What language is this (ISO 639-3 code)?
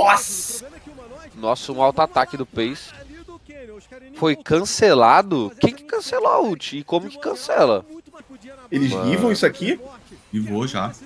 por